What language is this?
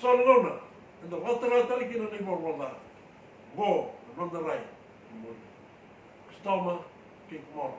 Fijian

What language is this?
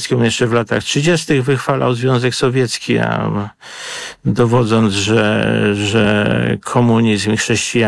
Polish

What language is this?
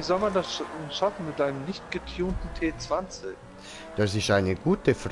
Swiss German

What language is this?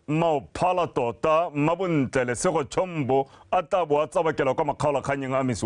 Tswana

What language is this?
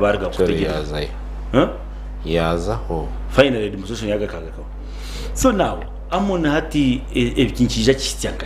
Nyankole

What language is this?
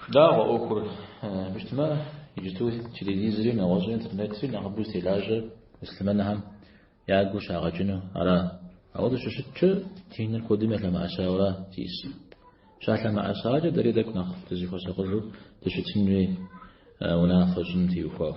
Kabardian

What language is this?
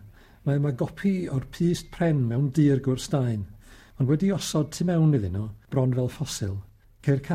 Welsh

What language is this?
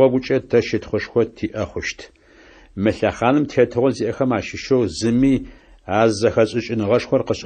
Adyghe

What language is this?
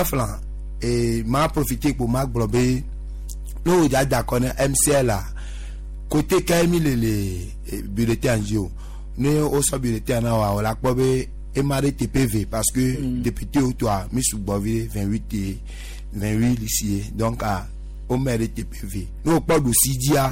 Gen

